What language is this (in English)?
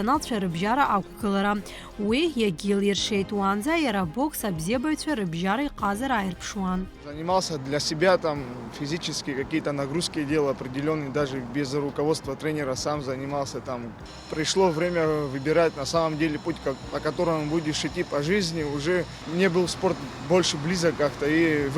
Abkhazian